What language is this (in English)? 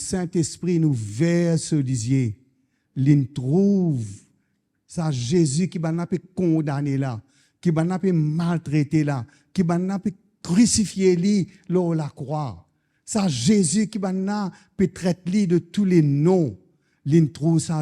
Morisyen